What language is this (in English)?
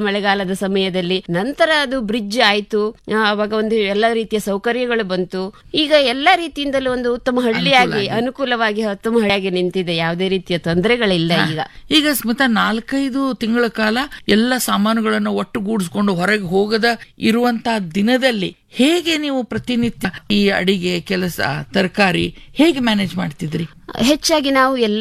Kannada